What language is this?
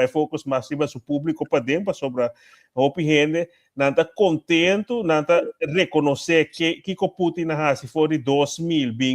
Papiamento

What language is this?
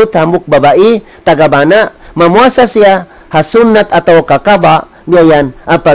Tausug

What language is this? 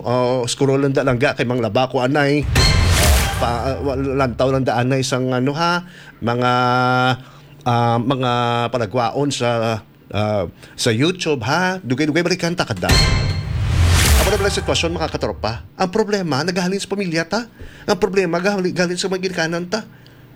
Hiligaynon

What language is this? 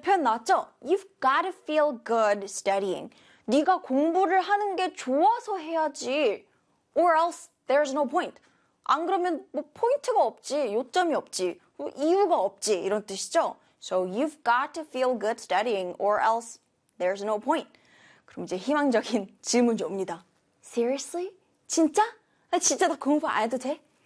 Korean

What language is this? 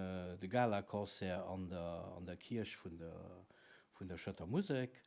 Luxembourgish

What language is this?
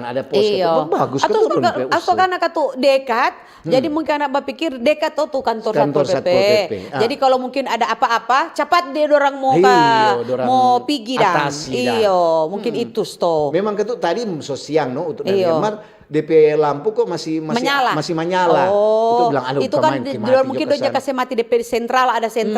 Manado Malay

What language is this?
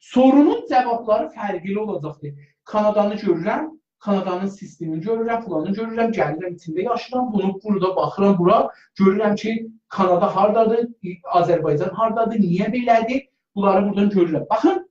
South Azerbaijani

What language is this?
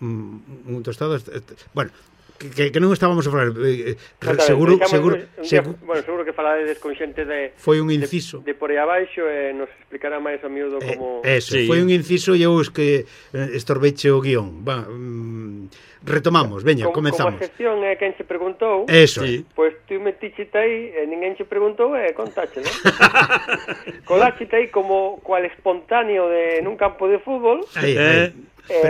Galician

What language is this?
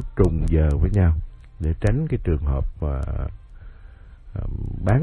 Vietnamese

